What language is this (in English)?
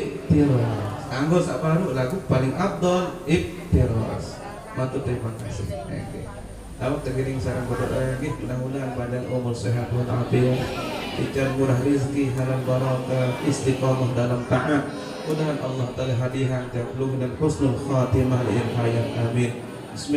Sasak